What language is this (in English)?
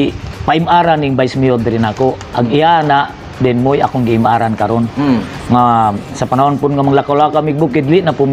Cebuano